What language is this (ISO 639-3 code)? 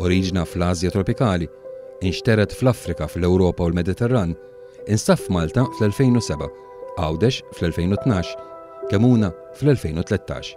mlt